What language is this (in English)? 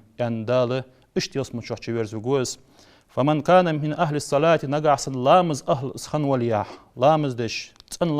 Ingush